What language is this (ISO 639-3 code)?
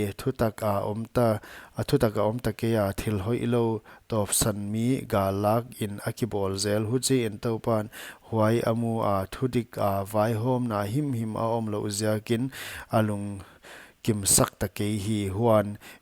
pck